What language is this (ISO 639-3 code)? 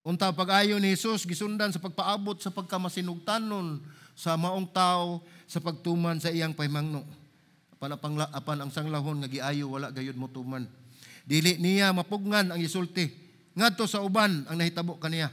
ceb